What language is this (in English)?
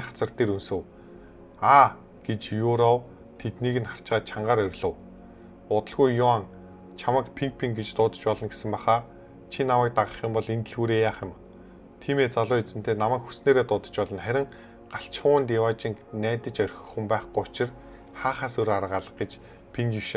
Mongolian